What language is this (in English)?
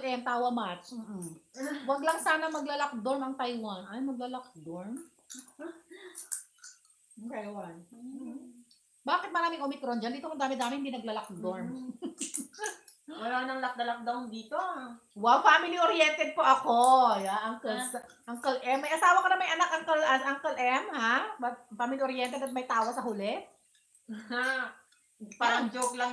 Filipino